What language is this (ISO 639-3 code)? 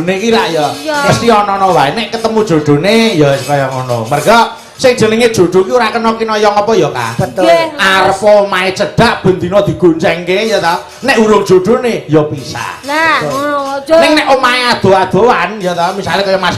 jav